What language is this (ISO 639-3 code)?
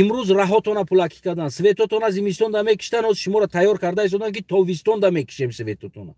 tgk